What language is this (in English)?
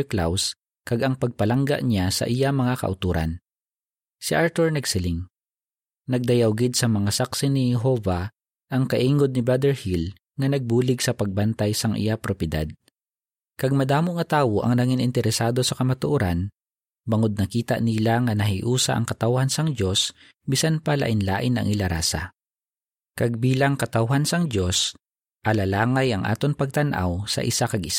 Hiligaynon